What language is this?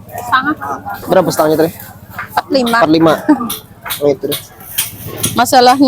Banjar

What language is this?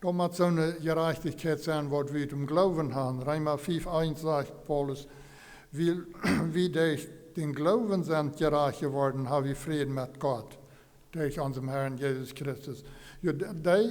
Plautdietsch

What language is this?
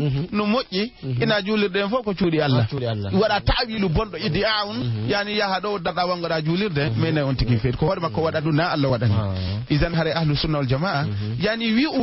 Fula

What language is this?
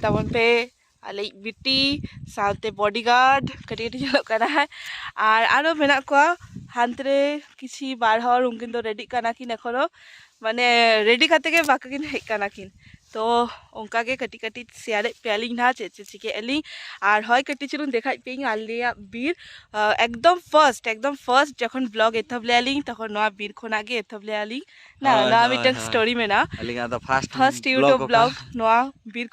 Santali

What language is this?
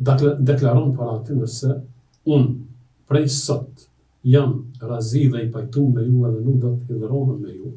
Albanian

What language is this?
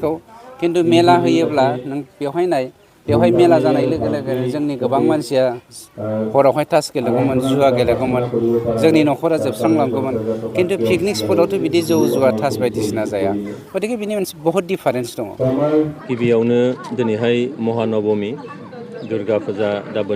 Bodo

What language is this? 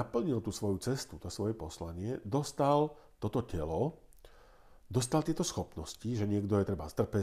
Slovak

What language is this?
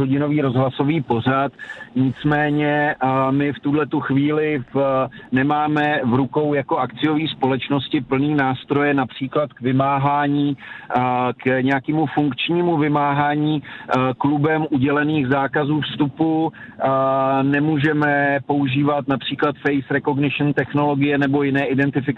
Czech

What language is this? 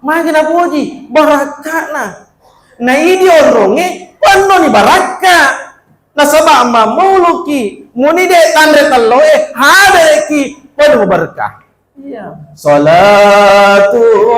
Buginese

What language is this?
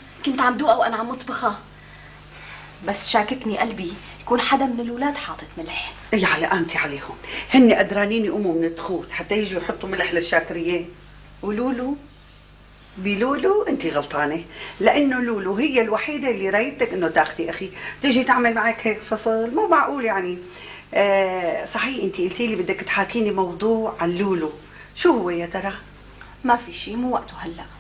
North Levantine Arabic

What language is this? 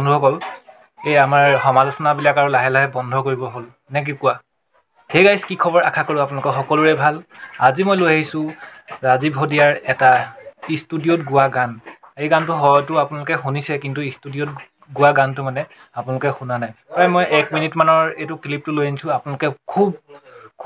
Assamese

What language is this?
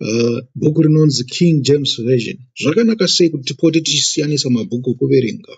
Shona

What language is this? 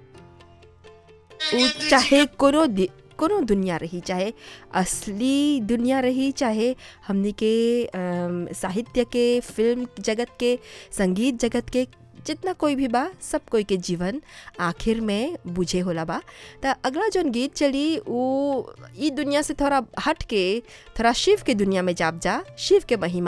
Bhojpuri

